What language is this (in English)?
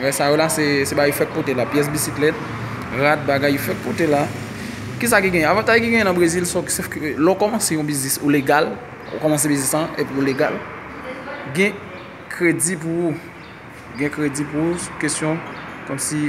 Haitian Creole